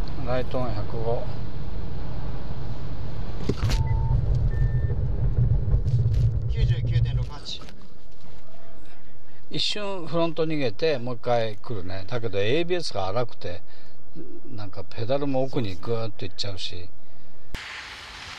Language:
Japanese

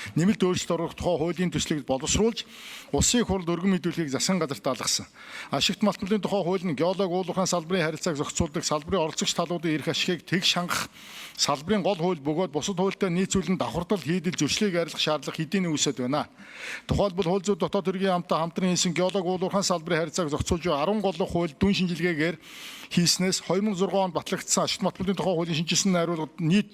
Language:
Mongolian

